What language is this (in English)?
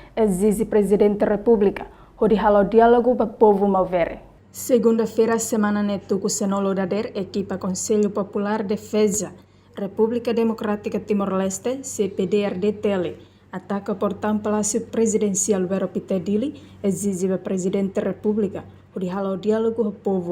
Tetum